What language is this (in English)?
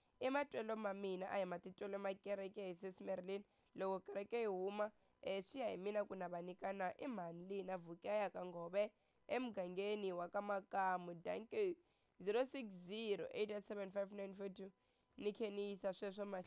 Tsonga